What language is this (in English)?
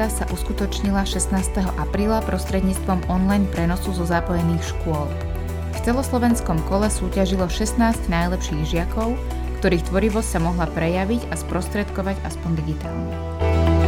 Slovak